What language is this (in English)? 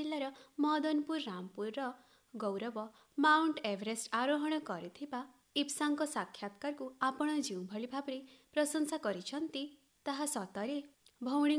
Odia